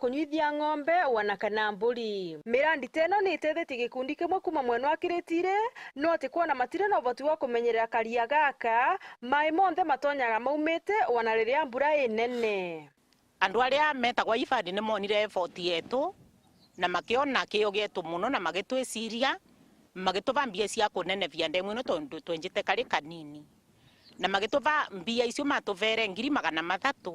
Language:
Meru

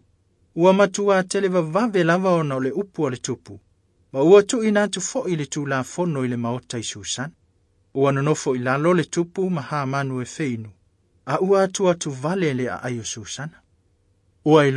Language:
Samoan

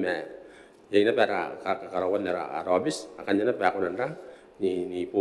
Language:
Gilbertese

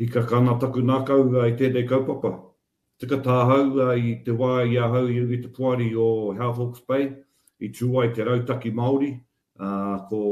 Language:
Māori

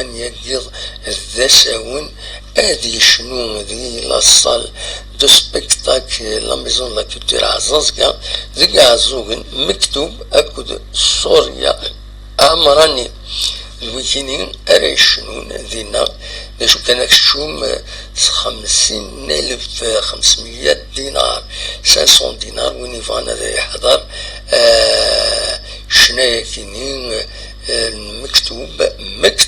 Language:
Kabyle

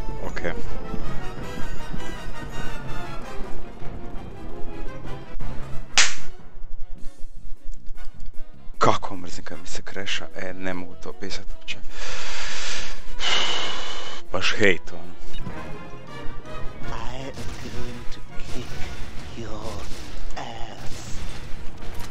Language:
Croatian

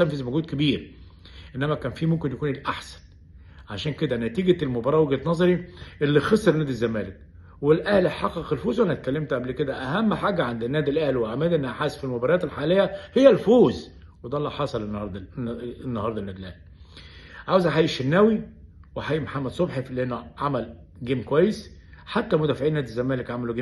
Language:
Egyptian Arabic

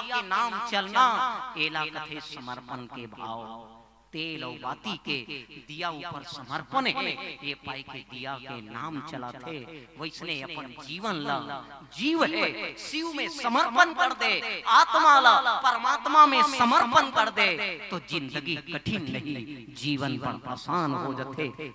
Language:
Chhattisgarhi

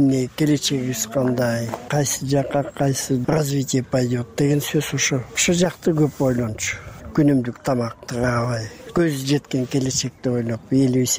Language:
Kyrgyz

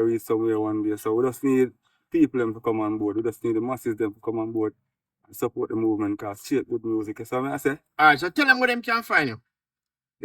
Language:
Jamaican Creole English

